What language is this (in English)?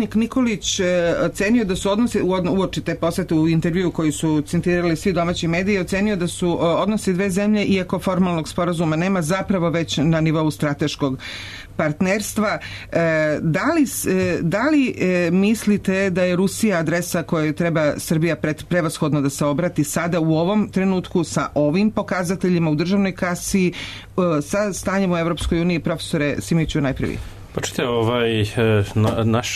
Serbian